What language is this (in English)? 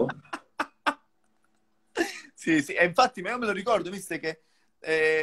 Italian